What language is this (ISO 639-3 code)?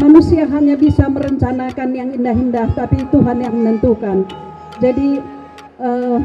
btx